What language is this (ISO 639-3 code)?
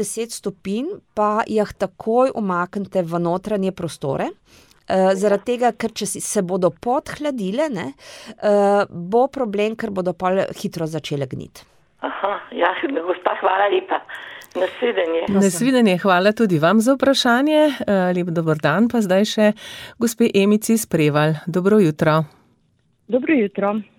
slv